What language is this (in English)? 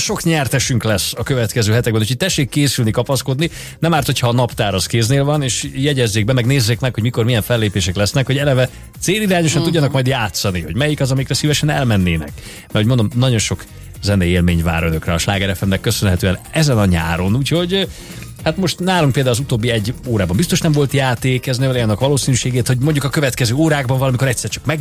Hungarian